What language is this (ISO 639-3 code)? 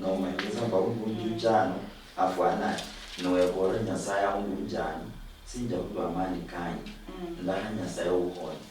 luy